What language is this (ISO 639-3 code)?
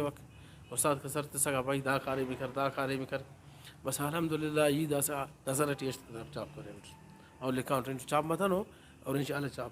brh